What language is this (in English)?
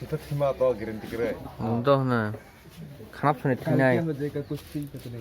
Kok Borok